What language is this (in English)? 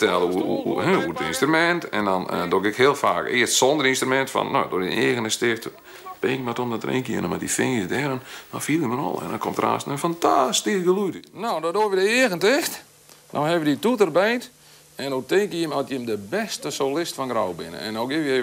Western Frisian